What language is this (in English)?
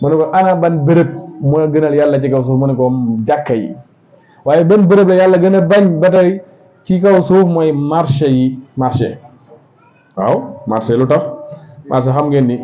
Wolof